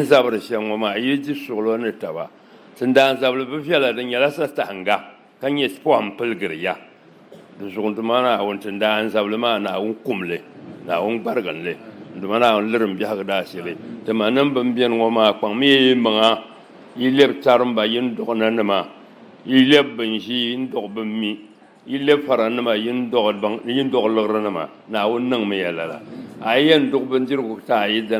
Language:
Dagbani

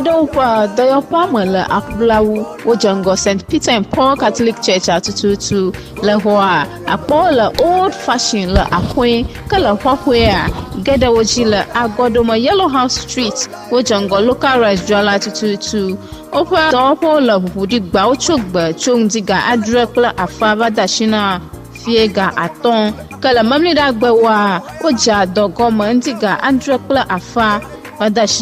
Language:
Ewe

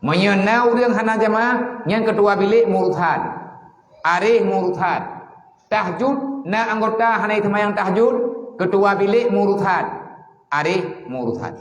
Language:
Achinese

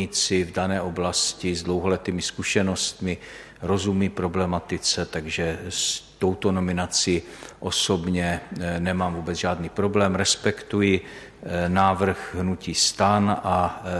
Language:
Czech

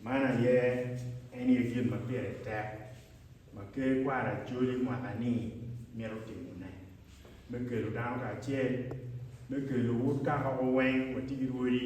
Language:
Acoli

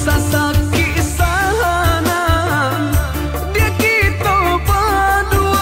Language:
Minangkabau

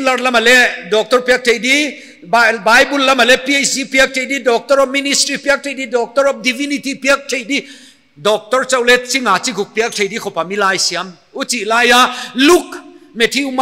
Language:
Paite Chin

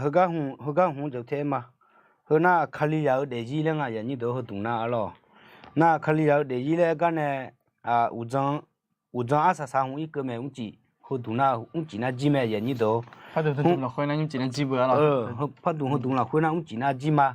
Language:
Akha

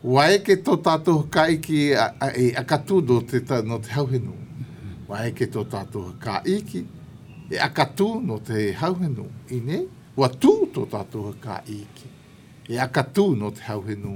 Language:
Malagasy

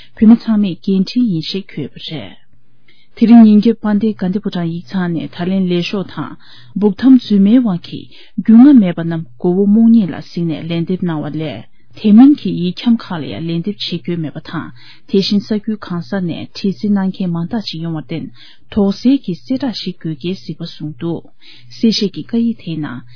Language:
Tibetan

